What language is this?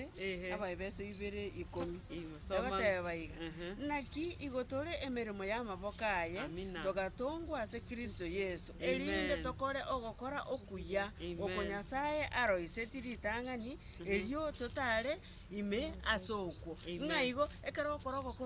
Gusii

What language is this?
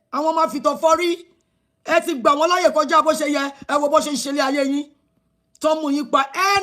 Yoruba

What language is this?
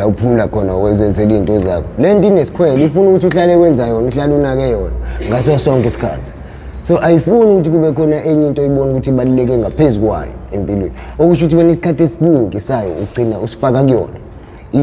Zulu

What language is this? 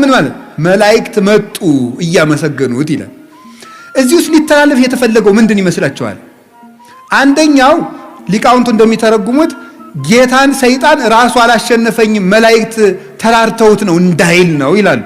Amharic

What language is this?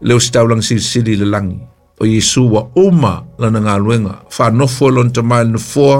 Samoan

